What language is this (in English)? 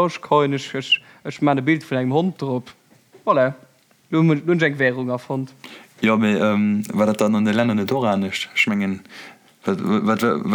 Luxembourgish